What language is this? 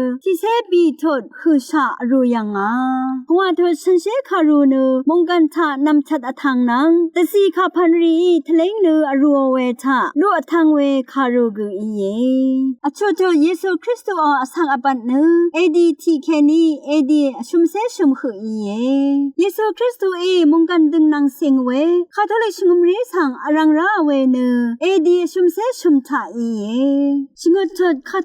Rawang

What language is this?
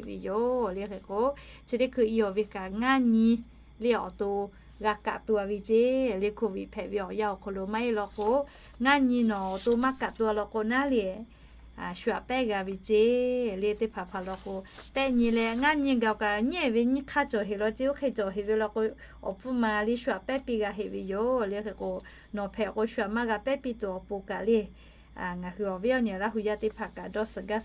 Lahu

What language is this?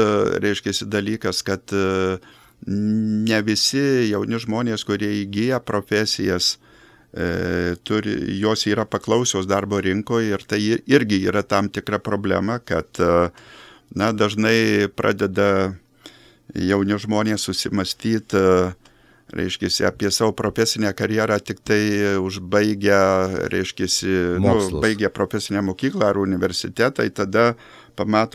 Lithuanian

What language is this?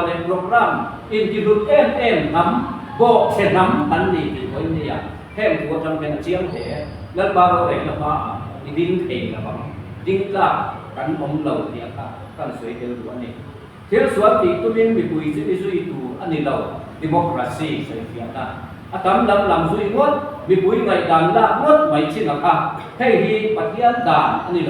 Mizo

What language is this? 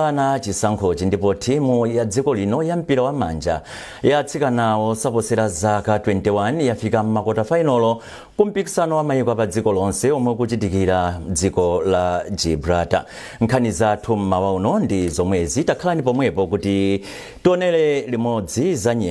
Nyanja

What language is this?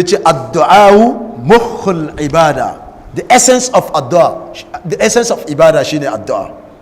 Hausa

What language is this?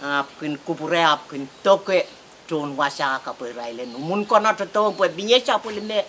Pohnpeian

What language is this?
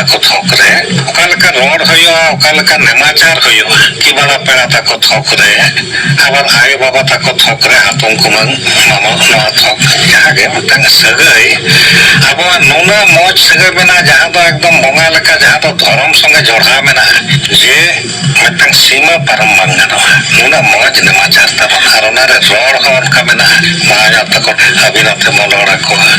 Santali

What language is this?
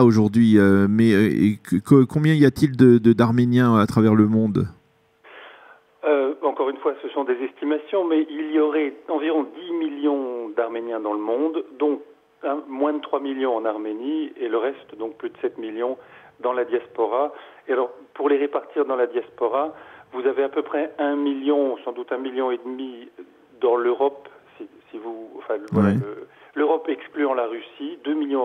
French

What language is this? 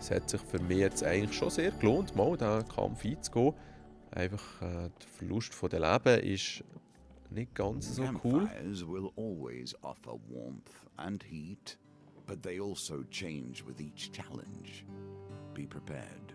Swiss German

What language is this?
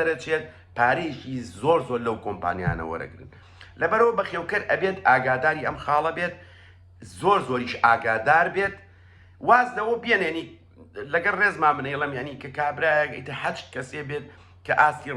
Central Kurdish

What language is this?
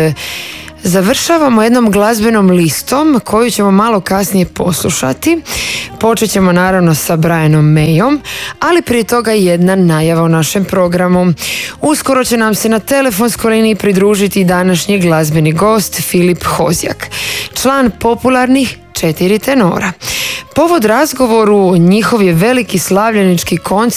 Croatian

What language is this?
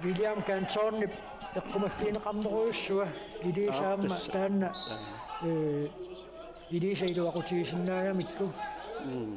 Kalaallisut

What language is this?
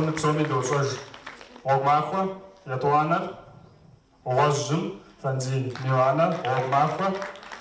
Kabardian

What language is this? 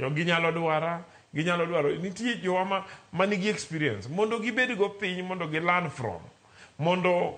Luo (Kenya and Tanzania)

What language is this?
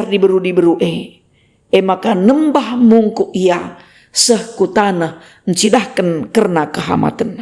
Batak Karo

